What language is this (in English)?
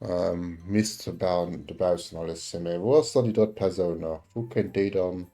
Luxembourgish